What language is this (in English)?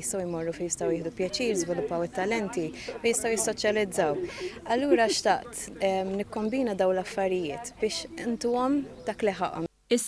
Maltese